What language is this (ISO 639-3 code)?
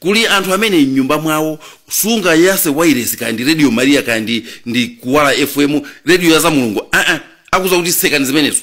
nya